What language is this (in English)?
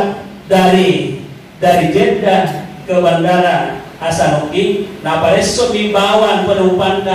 Buginese